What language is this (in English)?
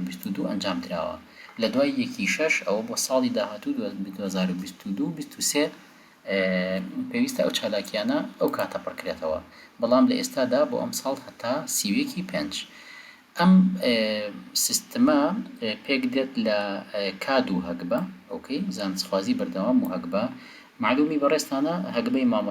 Central Kurdish